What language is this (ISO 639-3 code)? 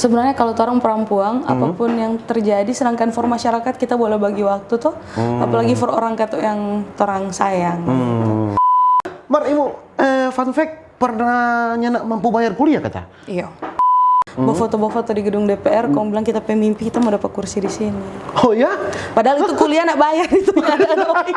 xmm